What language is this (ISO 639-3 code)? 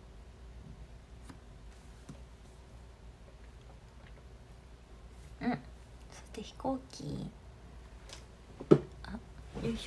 jpn